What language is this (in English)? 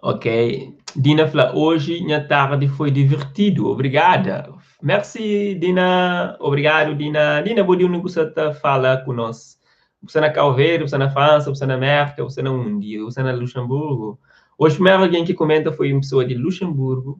Kabuverdianu